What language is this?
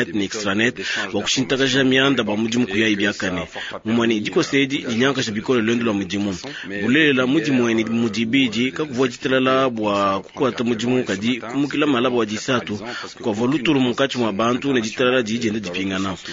Luba-Lulua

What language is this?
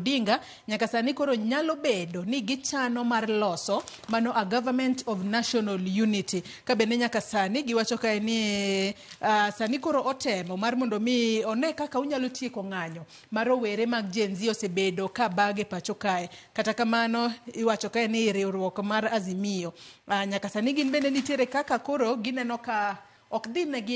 Luo (Kenya and Tanzania)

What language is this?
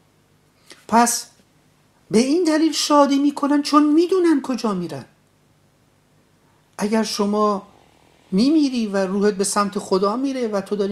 Persian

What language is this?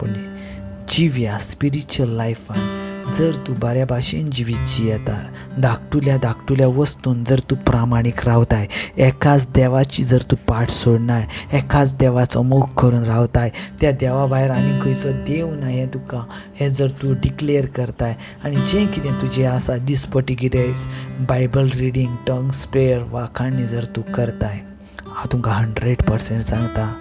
Konkani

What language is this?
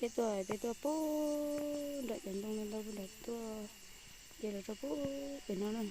Hmong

